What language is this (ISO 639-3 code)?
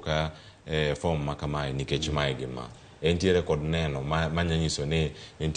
luo